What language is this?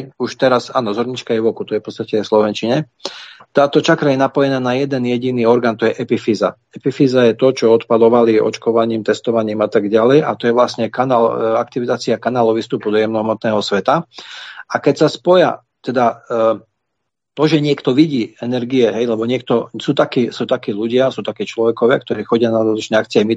Slovak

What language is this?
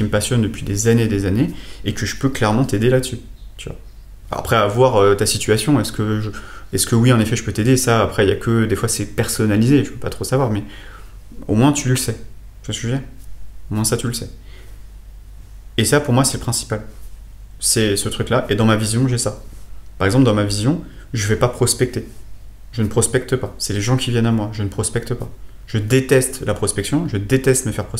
French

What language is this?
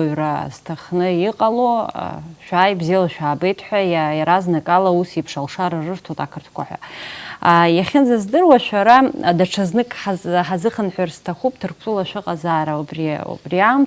Abkhazian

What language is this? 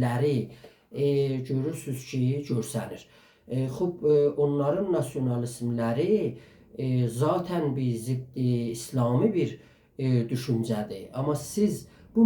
South Azerbaijani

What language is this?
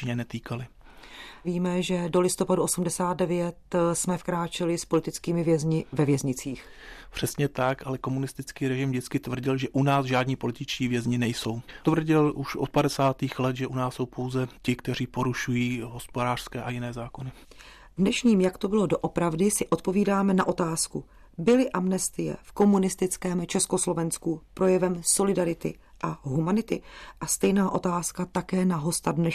Czech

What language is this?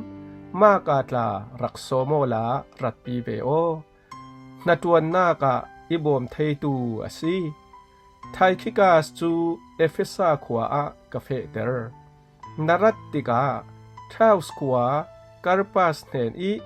Falam Chin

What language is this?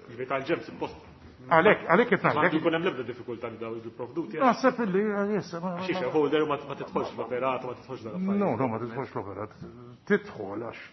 Maltese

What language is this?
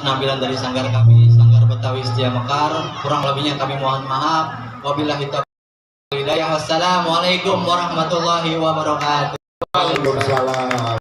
Betawi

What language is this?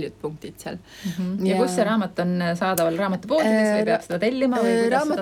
Estonian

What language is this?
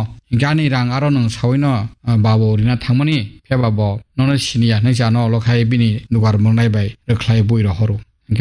Kok Borok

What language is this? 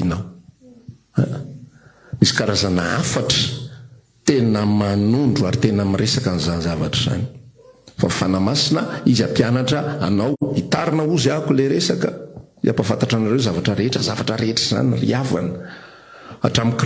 Malagasy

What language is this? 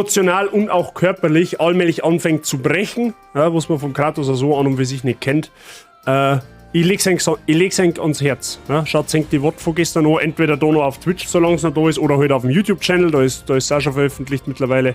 Bavarian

